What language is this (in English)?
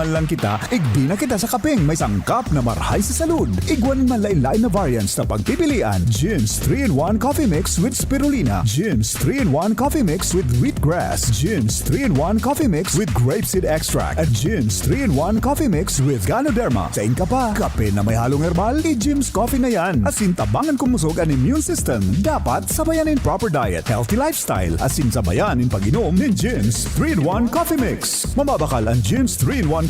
Bikol